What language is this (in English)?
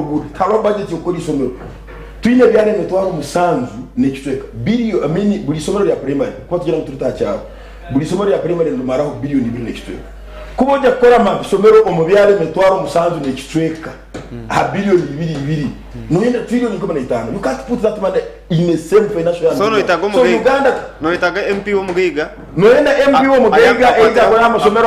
Nyankole